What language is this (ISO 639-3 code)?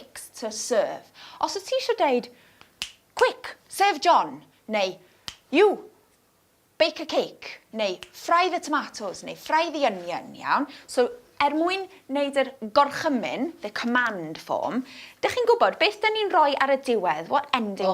cym